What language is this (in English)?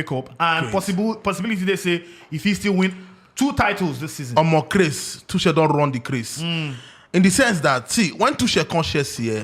Nigerian Pidgin